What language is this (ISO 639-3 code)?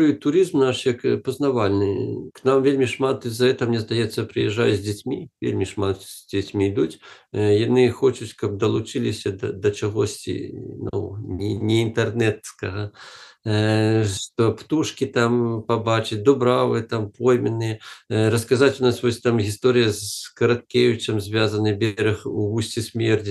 bel